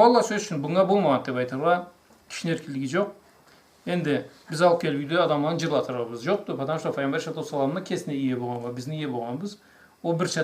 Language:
Karachay-Balkar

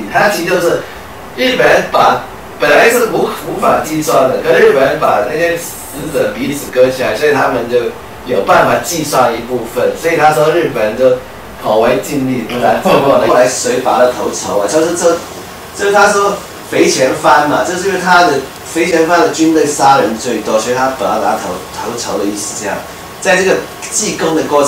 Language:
Chinese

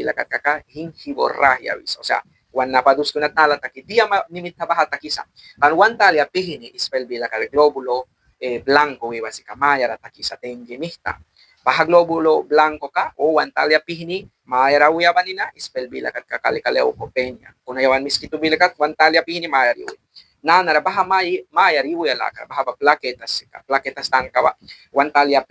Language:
Mískito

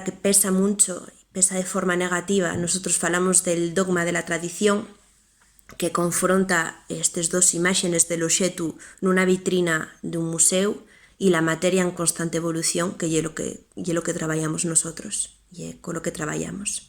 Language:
Asturian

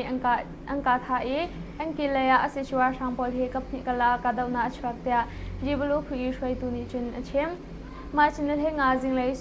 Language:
Hakha Chin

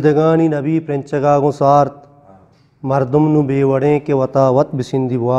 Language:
Eastern Balochi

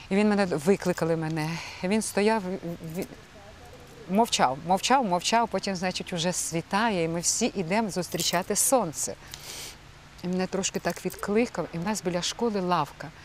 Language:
Ukrainian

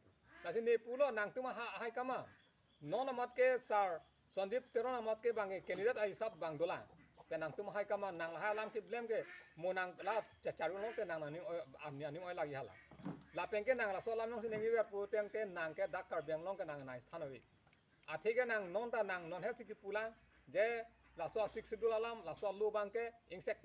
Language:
Karbi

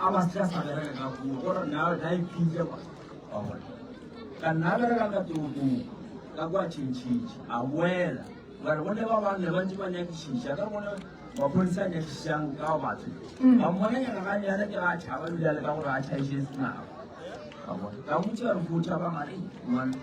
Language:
Northern Sotho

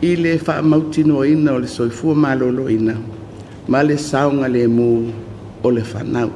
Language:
Samoan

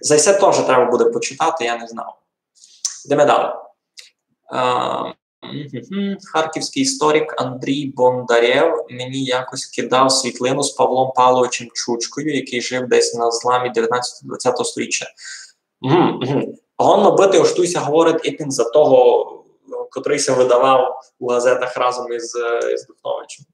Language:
Rusyn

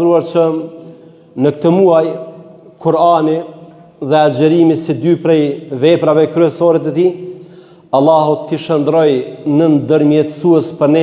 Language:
Albanian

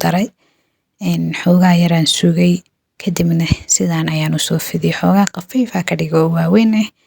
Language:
Somali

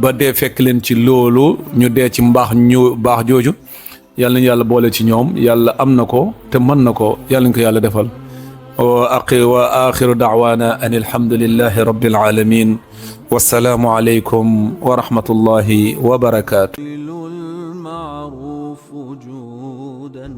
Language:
Wolof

